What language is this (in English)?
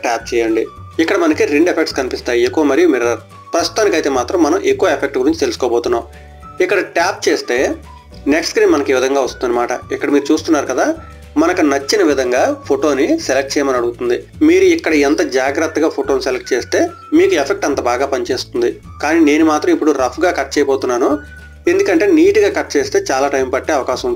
Telugu